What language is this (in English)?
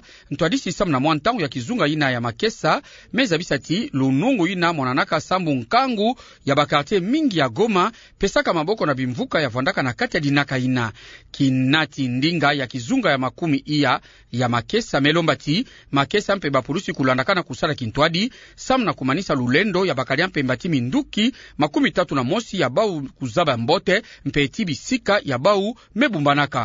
Kituba (Democratic Republic of Congo)